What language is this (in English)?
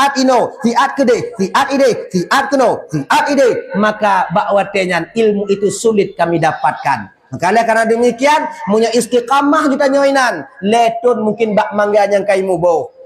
Achinese